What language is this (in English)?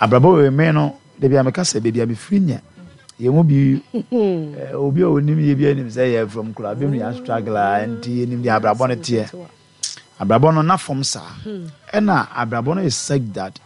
Akan